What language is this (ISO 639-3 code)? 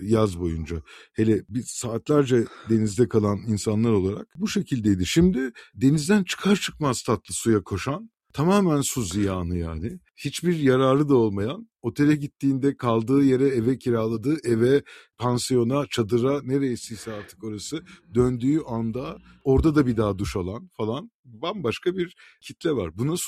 tur